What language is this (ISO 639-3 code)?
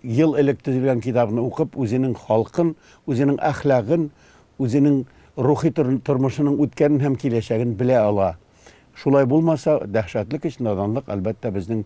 tat